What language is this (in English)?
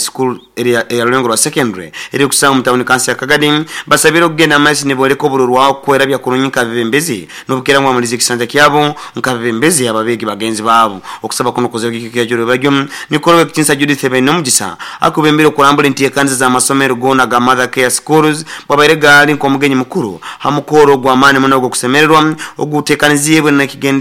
Nyoro